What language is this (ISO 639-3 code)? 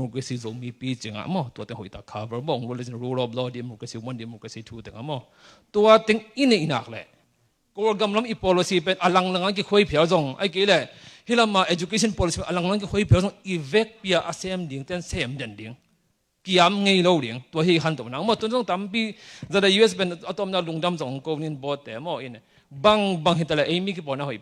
ctd